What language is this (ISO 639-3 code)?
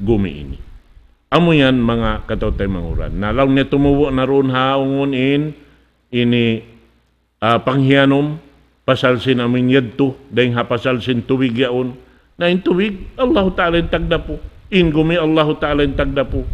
tsg